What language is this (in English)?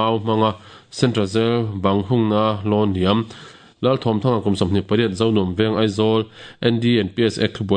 Mizo